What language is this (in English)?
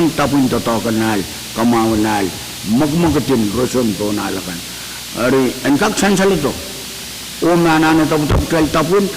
Pohnpeian